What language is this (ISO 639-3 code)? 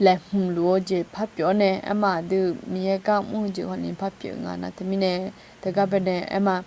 ahk